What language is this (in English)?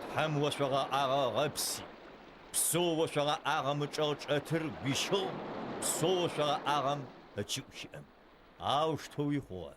Adyghe